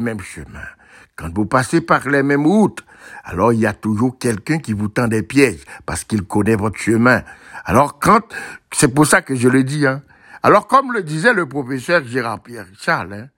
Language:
French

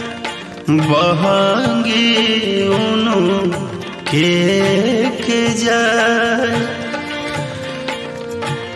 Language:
Bhojpuri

